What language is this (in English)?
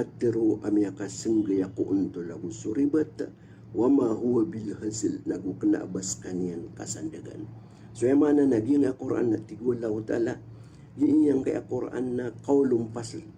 Maranao